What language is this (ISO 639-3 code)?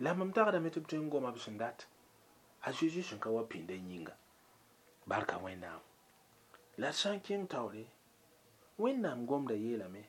mos